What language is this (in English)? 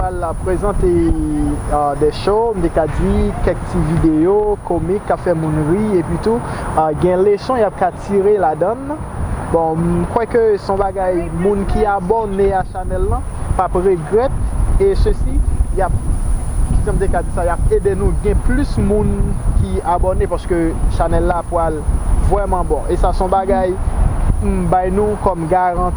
Haitian Creole